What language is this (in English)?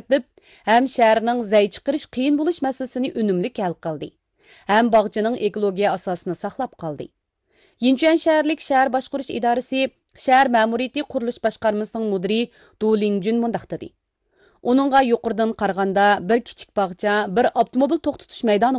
Uyghur